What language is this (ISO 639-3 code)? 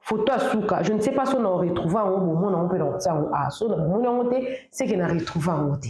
lin